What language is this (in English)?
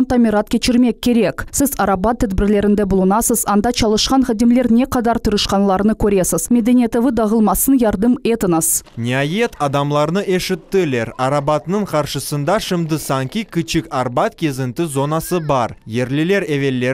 Crimean Tatar